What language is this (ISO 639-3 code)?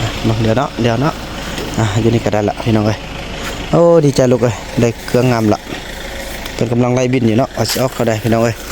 lao